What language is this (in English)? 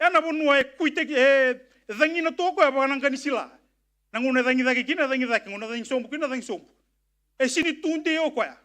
Fijian